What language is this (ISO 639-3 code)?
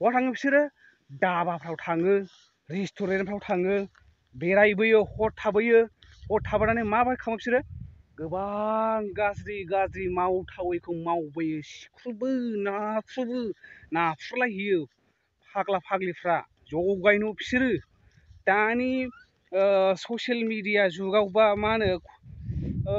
brx